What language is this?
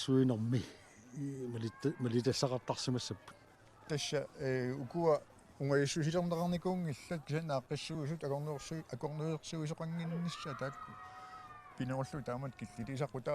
Kalaallisut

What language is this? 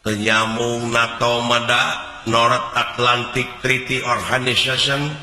Sundanese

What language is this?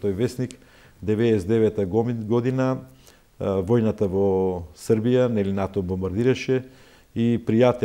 Macedonian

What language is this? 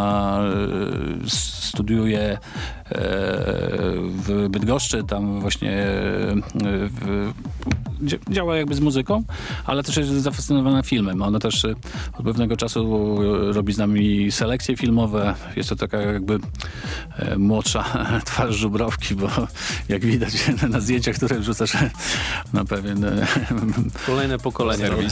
Polish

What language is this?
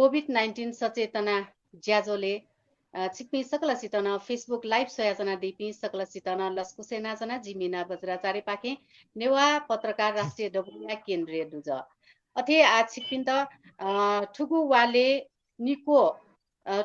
Newari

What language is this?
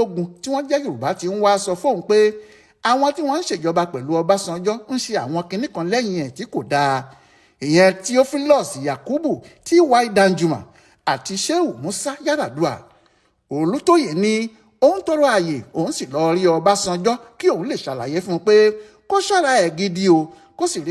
Yoruba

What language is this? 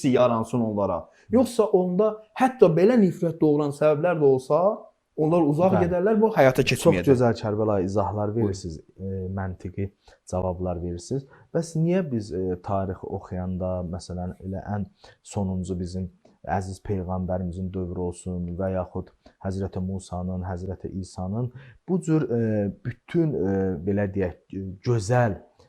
Azerbaijani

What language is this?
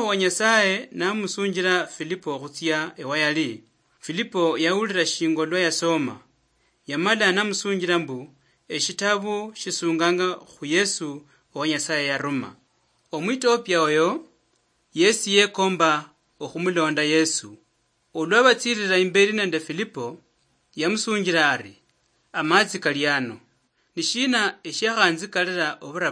Luyia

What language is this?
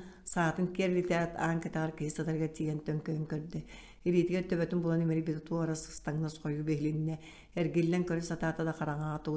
Yakut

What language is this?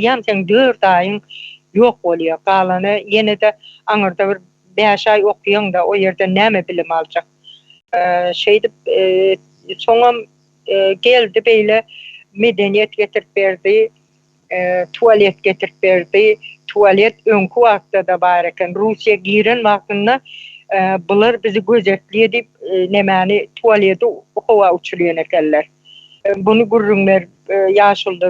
Turkmen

